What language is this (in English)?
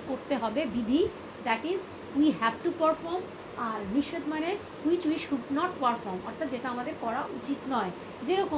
Bangla